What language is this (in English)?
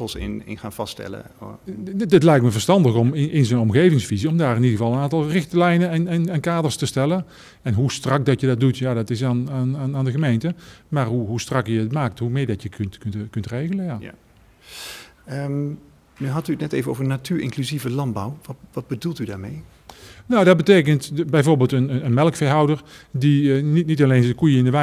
Dutch